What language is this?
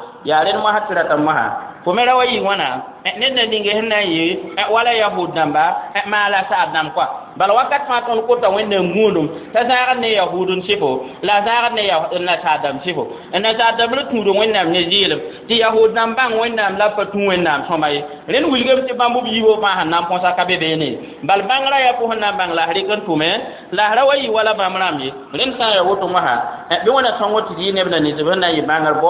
Mossi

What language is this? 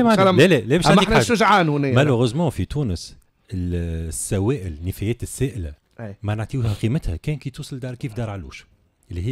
Tunisian Arabic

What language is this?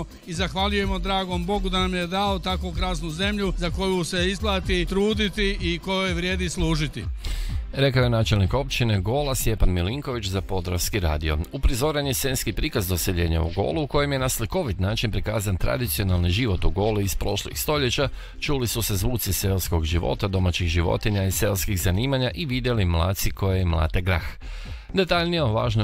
Croatian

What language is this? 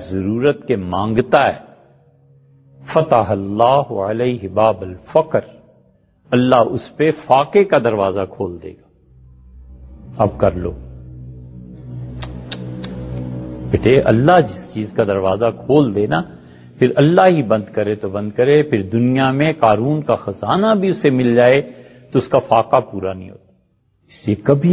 Urdu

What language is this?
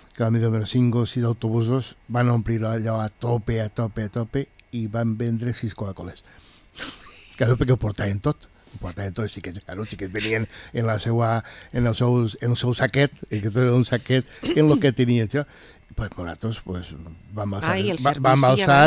Catalan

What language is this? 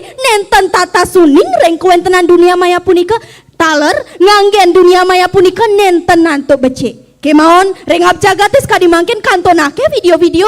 Balinese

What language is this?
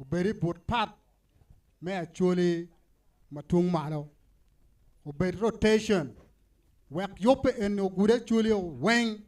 Acoli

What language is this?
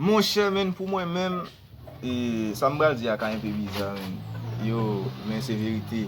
Haitian Creole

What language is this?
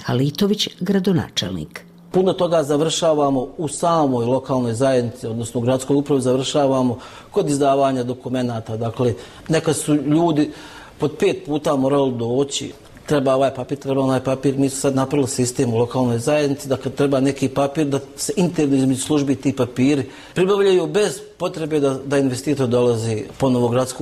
Bosnian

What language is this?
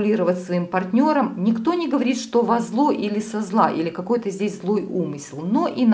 Russian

